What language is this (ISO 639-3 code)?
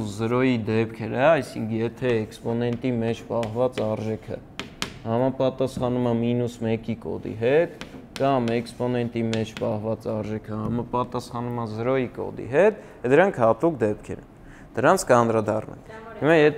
hye